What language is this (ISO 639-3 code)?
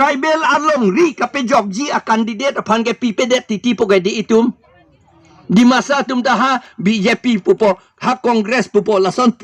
mjw